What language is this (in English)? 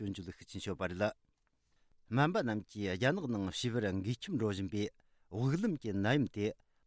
Tibetan